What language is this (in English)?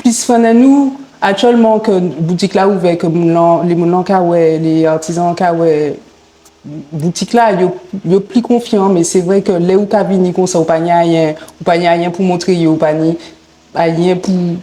Guadeloupean Creole French